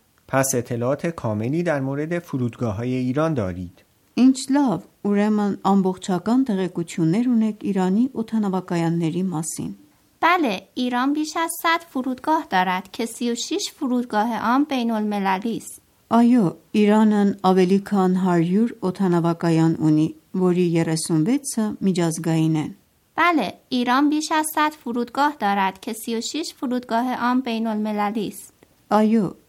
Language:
Armenian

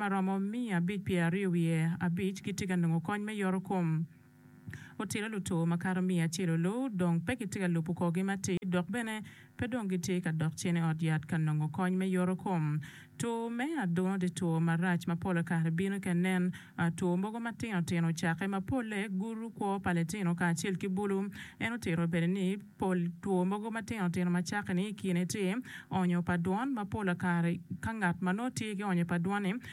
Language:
Acoli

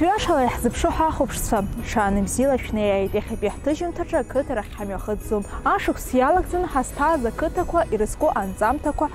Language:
Abkhazian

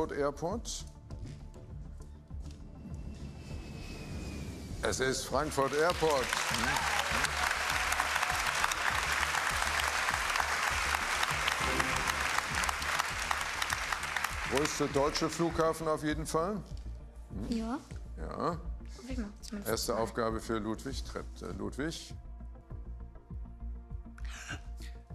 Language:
German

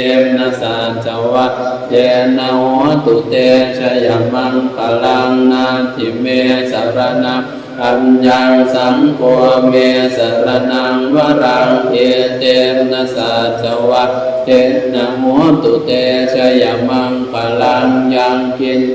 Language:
Pali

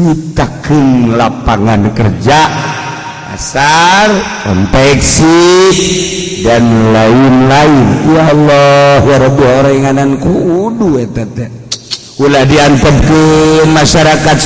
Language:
Sundanese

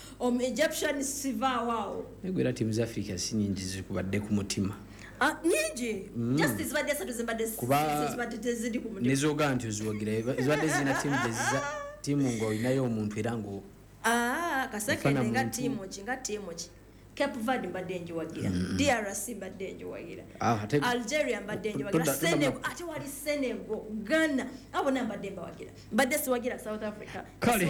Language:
Ganda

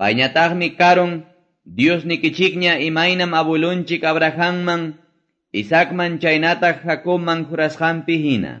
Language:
Quechua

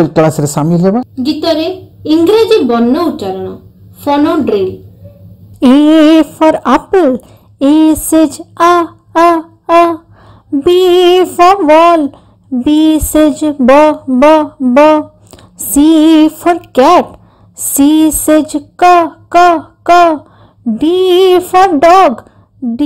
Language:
Odia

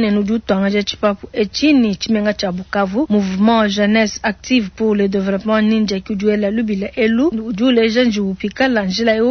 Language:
Luba-Lulua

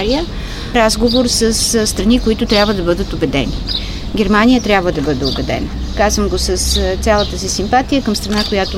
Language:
Bulgarian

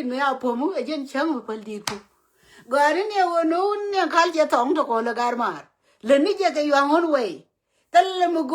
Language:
Nuer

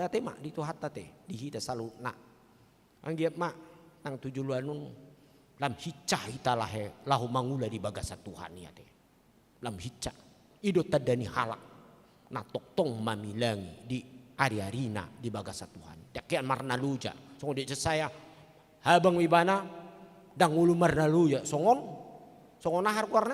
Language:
Batak Toba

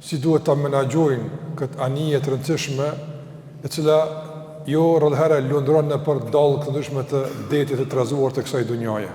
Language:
Albanian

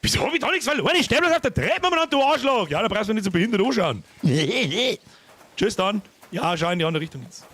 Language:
Bavarian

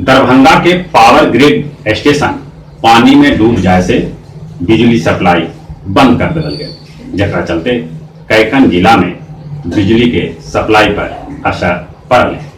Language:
Magahi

